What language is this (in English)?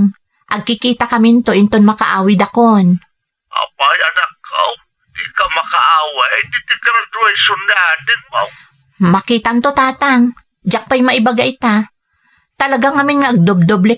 Iloko